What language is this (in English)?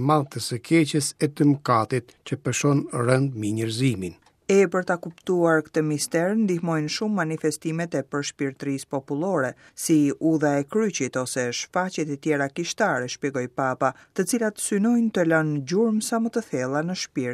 Albanian